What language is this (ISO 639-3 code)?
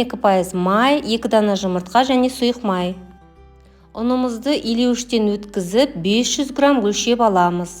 kaz